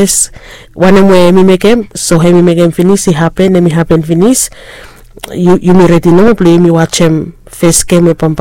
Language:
Bislama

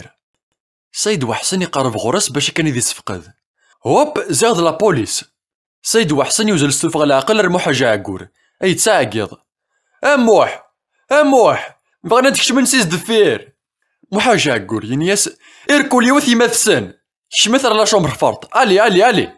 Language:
Kabyle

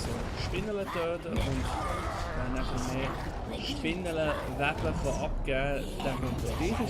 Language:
Swiss German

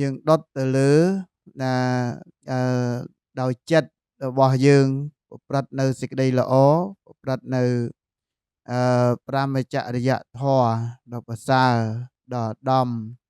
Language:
Khmer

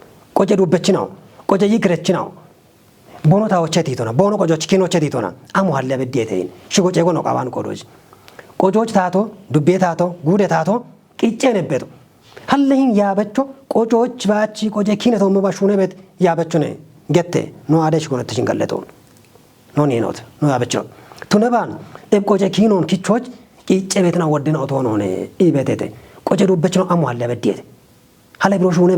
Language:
Kafa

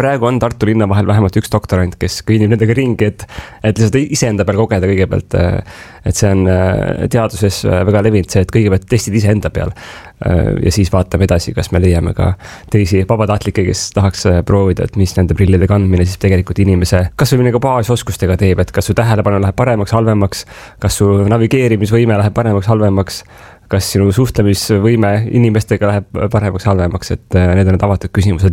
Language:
Estonian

